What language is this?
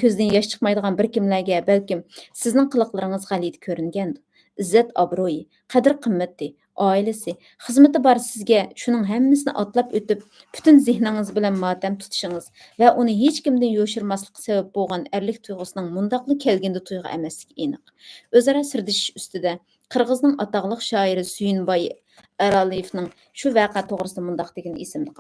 Uyghur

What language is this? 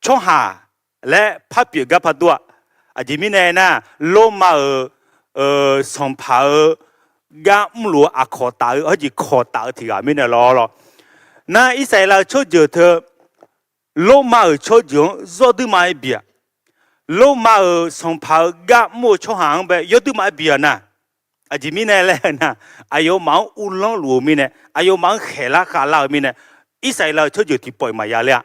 Akha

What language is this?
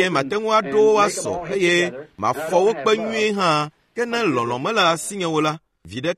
Ewe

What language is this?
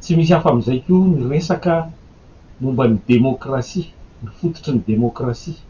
Malagasy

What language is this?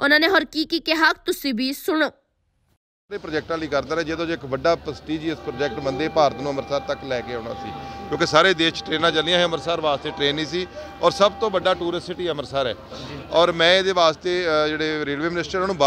Punjabi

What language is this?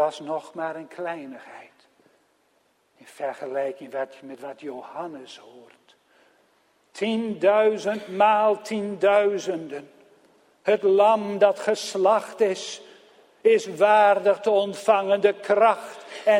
Dutch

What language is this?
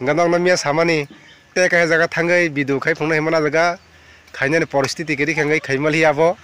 Kok Borok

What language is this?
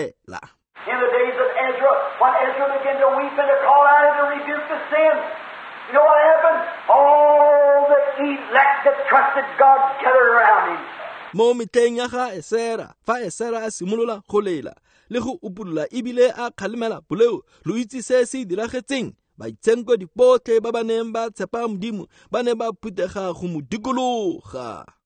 Tswana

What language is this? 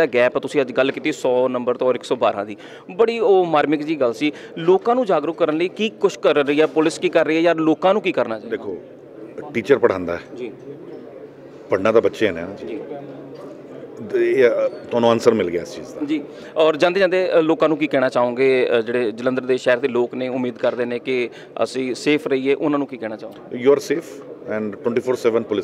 Punjabi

